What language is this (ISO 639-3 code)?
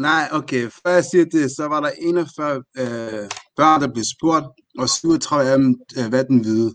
dan